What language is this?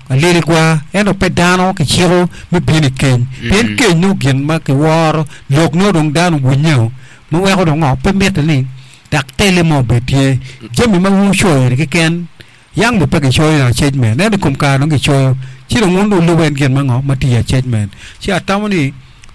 Acoli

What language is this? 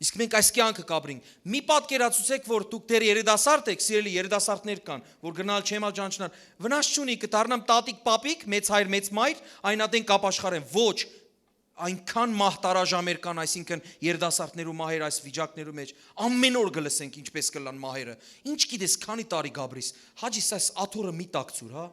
Western Armenian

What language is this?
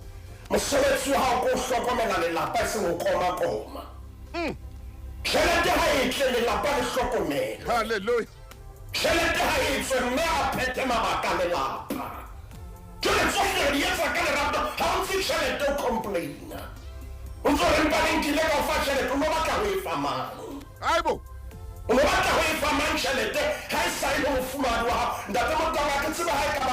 Southern Sotho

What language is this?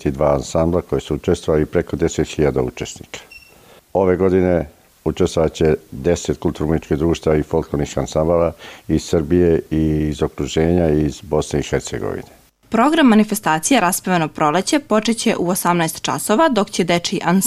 Serbian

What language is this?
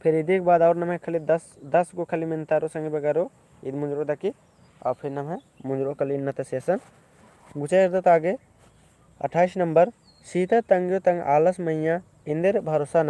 Kurukh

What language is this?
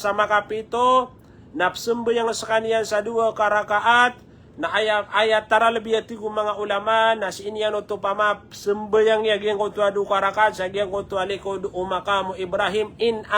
Maranao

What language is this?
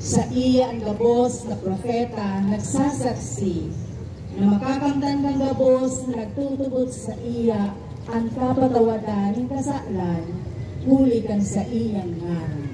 Bikol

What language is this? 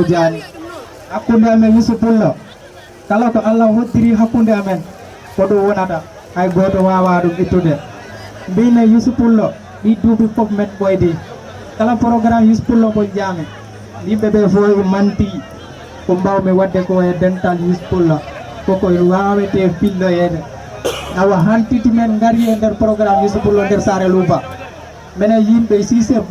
Fula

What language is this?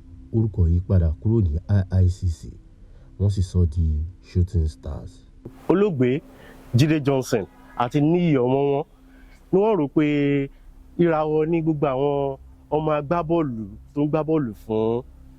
Yoruba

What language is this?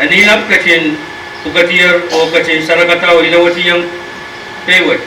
Pohnpeian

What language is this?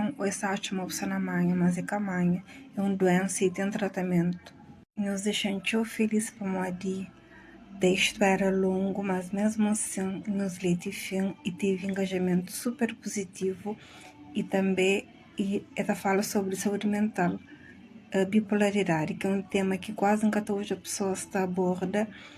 Kabuverdianu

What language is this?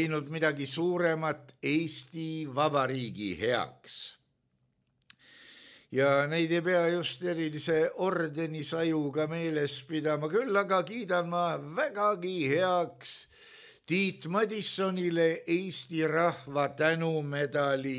Estonian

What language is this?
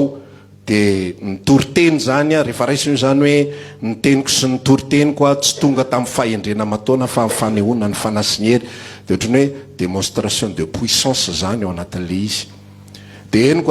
Malagasy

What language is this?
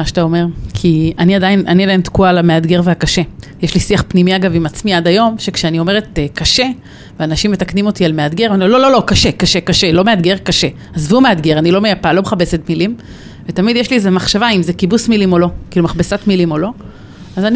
Hebrew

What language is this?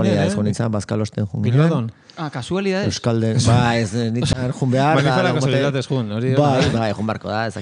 Basque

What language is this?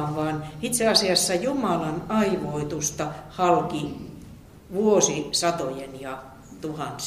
Finnish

